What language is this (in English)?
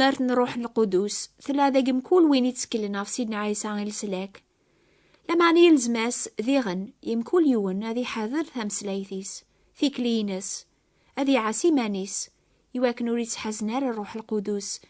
Kabyle